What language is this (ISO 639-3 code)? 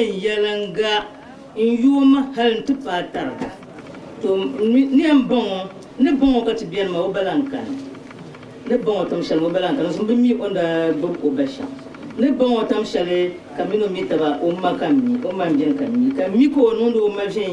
dag